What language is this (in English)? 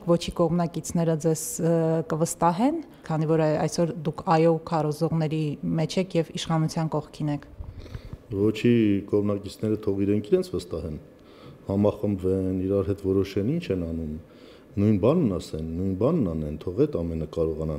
Armenian